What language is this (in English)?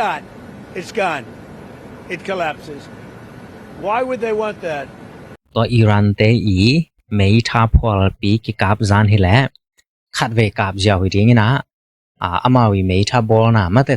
Tedim Chin